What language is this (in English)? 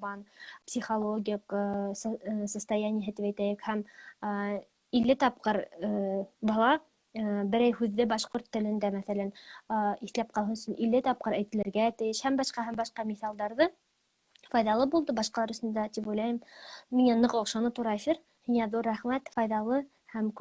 Bashkir